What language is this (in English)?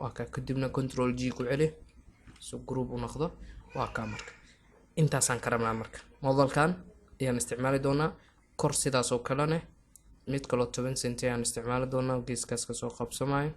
Somali